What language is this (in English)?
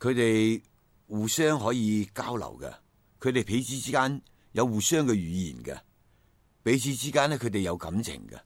Cantonese